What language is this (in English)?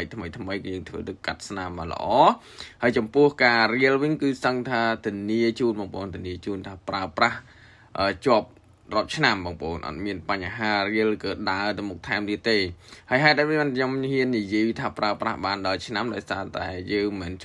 Khmer